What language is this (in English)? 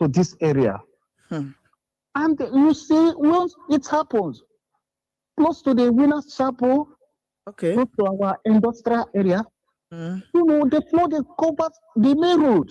Ewe